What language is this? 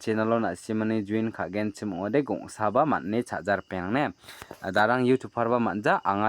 Garo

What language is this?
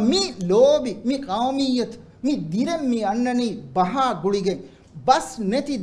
Divehi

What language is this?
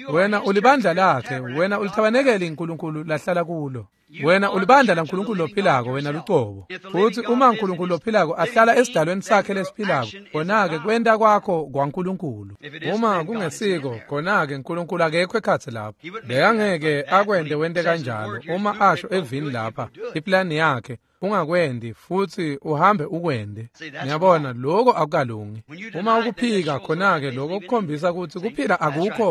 Swati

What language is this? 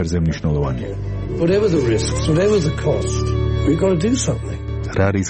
Georgian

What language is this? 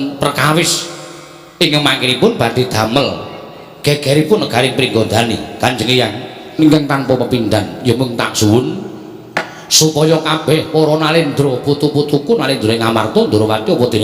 Javanese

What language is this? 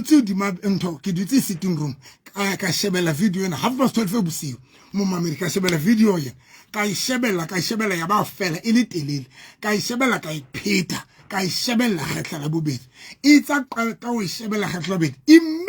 Southern Sotho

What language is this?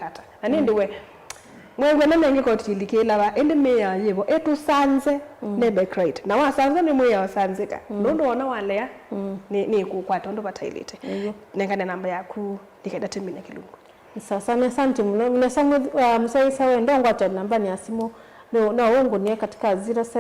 Kamba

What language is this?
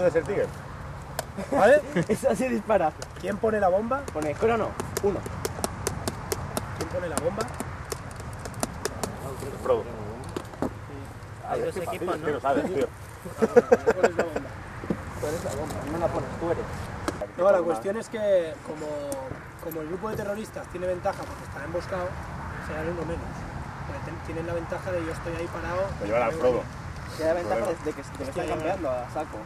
Spanish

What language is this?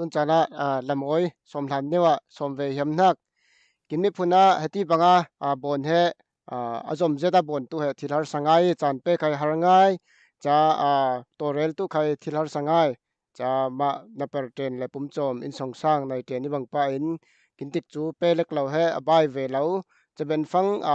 Falam Chin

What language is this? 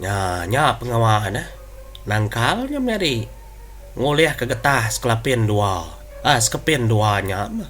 Iban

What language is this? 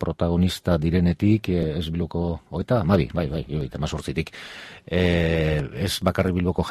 Basque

